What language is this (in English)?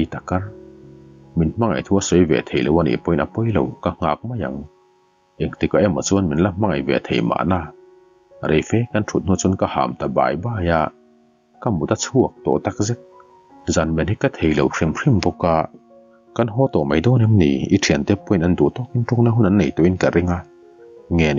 Mizo